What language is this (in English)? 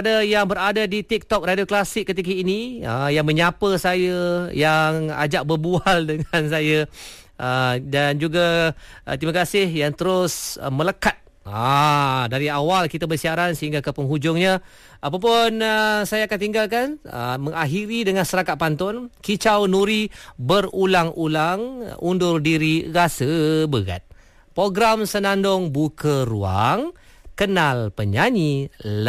Malay